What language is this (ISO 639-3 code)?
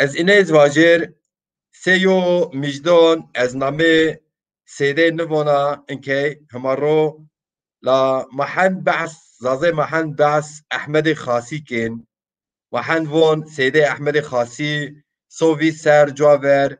zza